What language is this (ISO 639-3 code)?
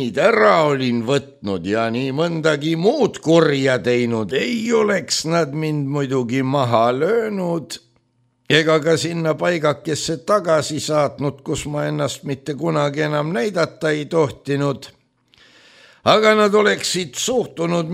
est